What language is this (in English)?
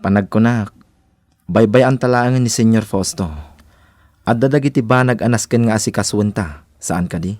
Iloko